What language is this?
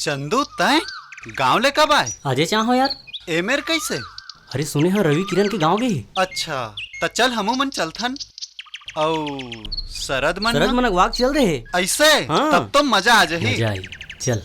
Chhattisgarhi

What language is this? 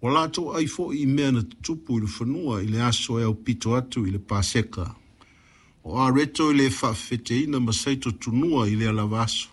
Samoan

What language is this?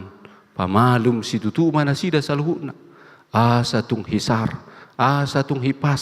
Batak Toba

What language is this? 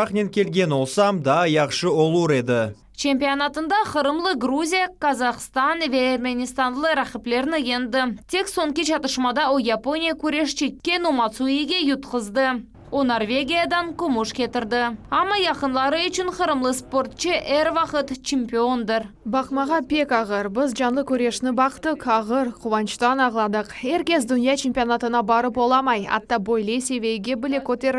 Crimean Tatar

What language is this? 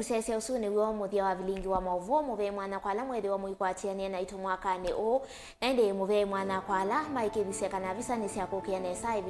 Kamba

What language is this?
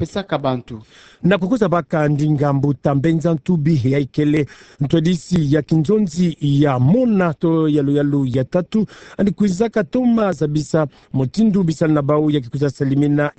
Kituba (Democratic Republic of Congo)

